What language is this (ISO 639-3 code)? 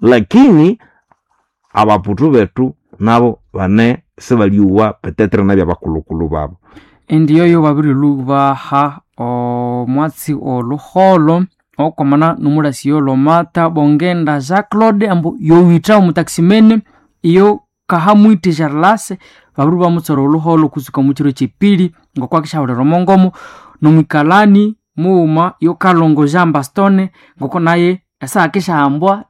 nnb